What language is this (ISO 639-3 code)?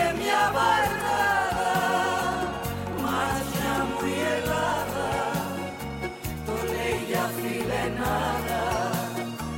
ell